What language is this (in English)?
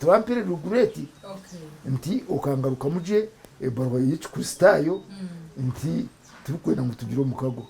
Nyankole